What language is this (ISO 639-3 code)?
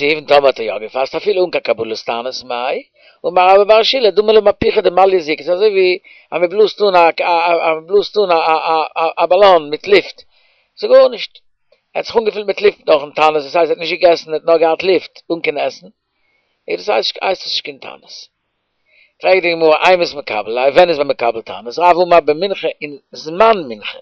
yid